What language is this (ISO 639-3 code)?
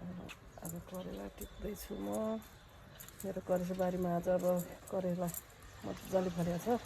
nep